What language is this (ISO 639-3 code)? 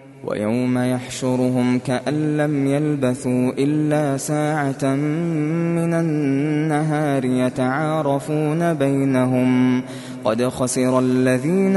ara